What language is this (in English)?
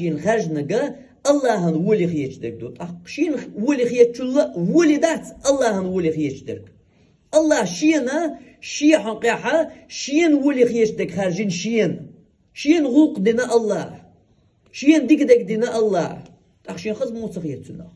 Chechen